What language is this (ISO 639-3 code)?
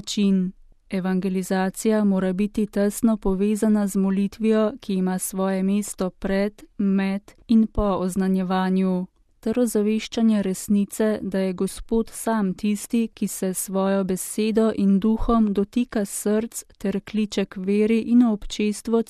slv